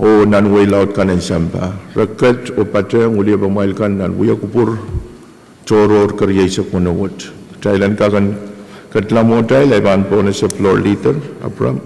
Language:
Pohnpeian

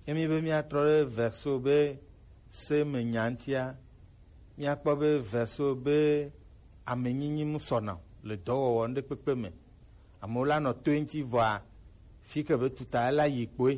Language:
Gen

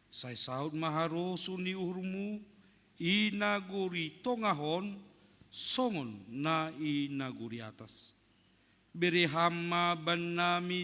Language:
Batak Simalungun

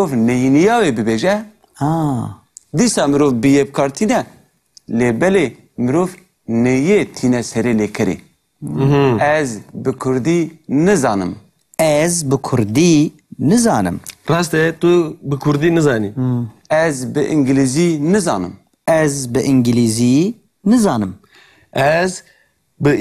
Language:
Kurdish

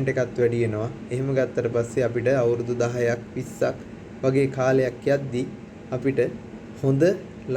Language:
Sinhala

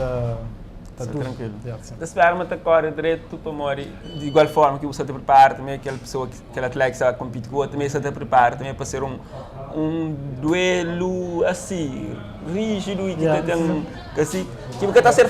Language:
Kabuverdianu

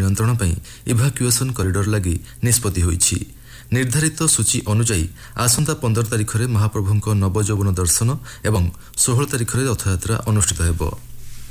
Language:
Odia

